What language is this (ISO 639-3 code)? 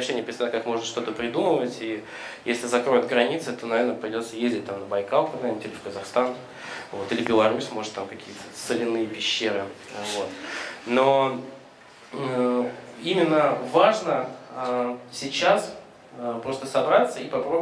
rus